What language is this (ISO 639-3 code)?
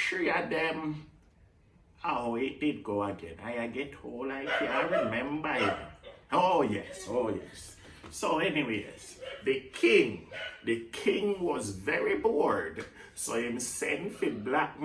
jam